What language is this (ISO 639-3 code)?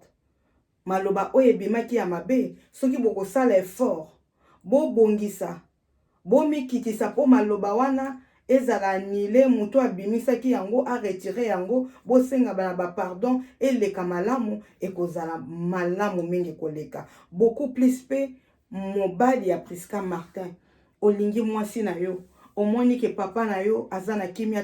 lin